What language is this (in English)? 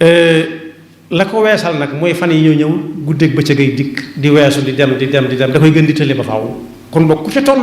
Wolof